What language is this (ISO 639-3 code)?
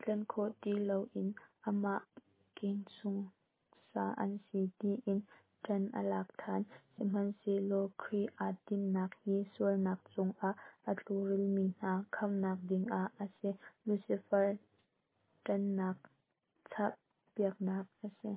cnh